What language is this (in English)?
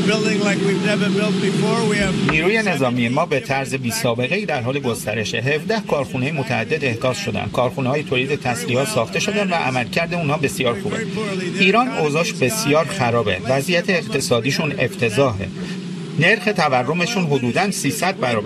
Persian